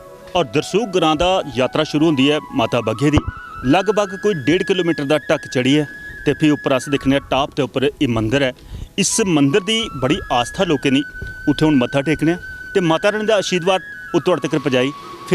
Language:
Dogri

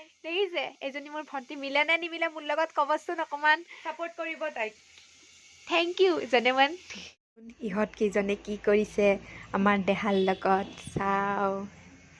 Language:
Assamese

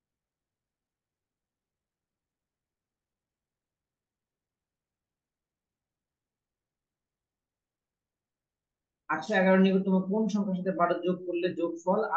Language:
Bangla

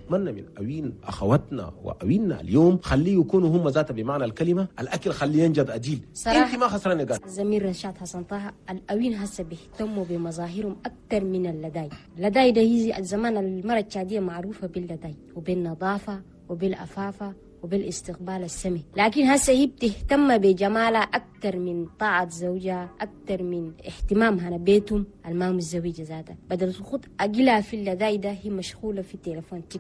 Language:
Chadian Arabic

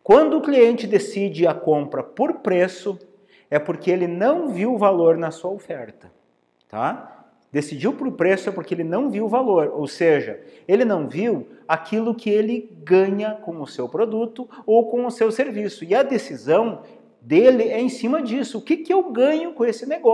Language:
Portuguese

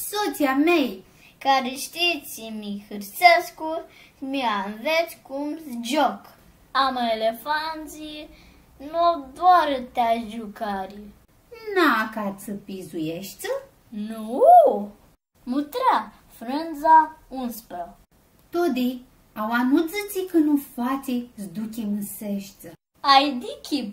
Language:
Aromanian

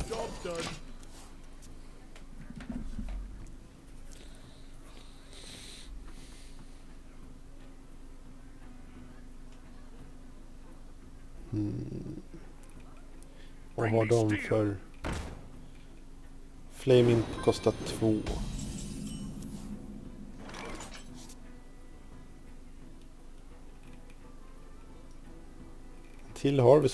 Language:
Swedish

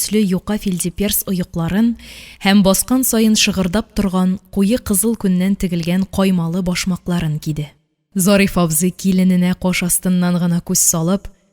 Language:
Tatar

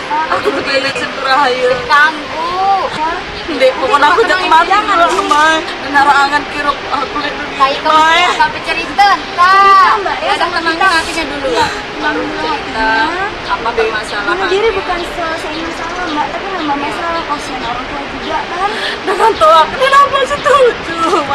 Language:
Sasak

